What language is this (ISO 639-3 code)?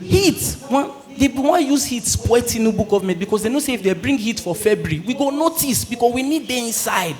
pcm